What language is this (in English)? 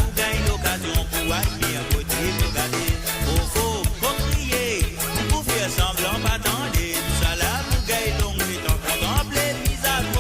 Morisyen